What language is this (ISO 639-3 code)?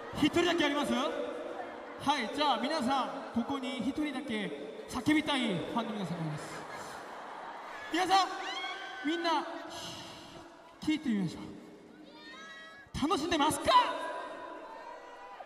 jpn